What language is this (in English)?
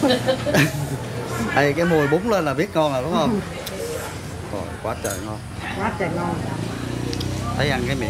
Vietnamese